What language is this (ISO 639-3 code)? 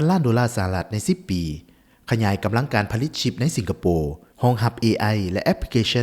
lao